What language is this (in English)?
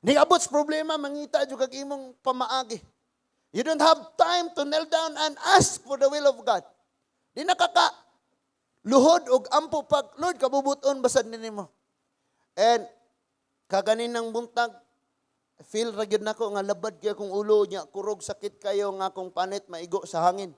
Cebuano